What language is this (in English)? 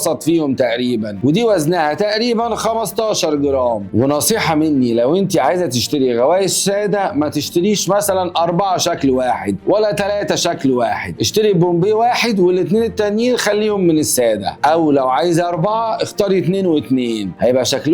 Egyptian Arabic